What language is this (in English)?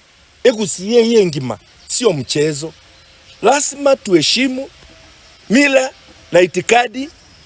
Gusii